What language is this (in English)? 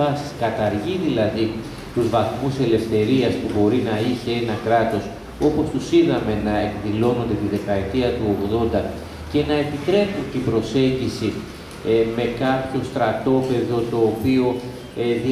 Greek